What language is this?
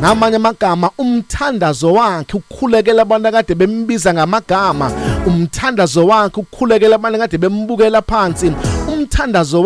Zulu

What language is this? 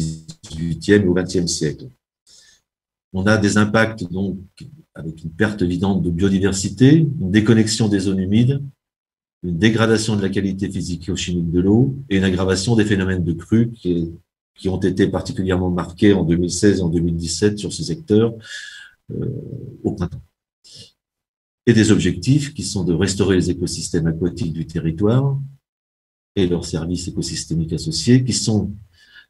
French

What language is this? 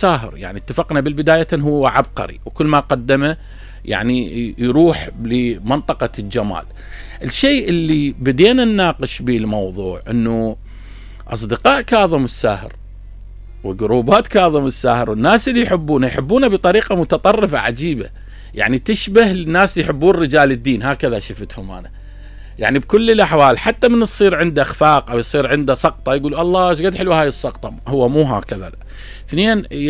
Mesopotamian Arabic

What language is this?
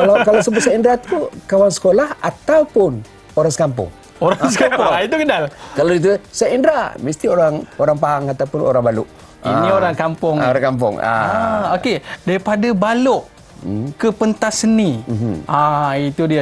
Malay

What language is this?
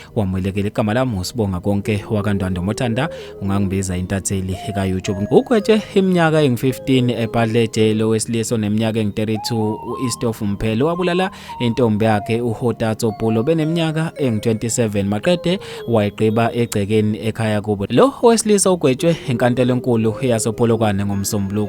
Zulu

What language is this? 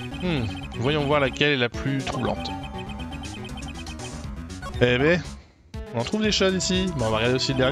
French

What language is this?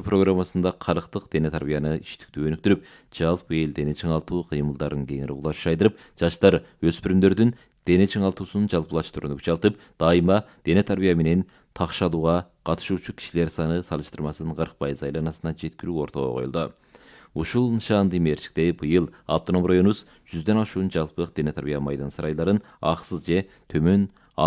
Kyrgyz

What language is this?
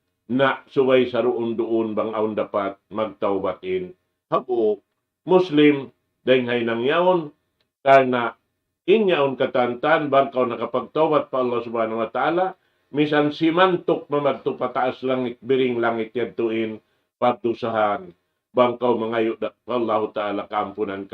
Tausug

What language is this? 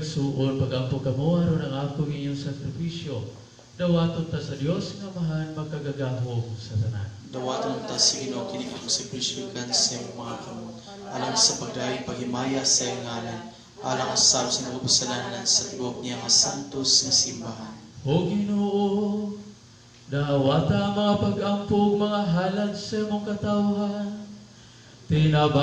Cebuano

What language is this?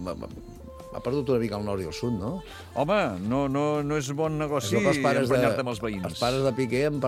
Catalan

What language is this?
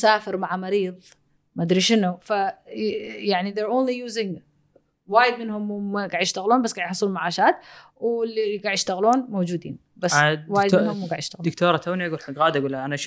Gulf Arabic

